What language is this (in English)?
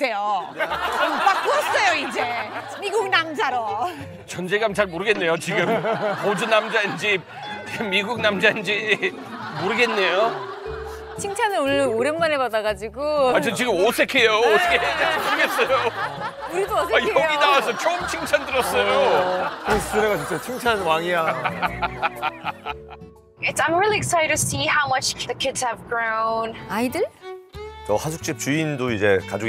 Korean